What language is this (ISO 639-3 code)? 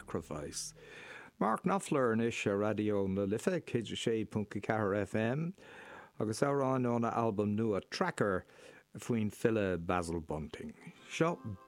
gle